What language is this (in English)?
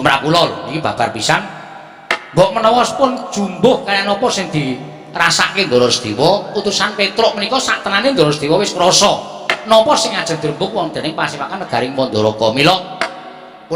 Javanese